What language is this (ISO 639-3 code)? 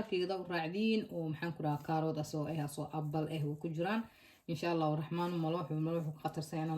som